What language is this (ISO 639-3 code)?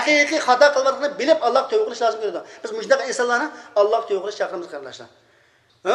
uig